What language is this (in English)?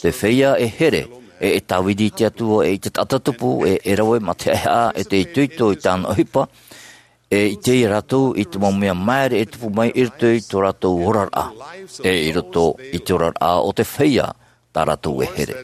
Tahitian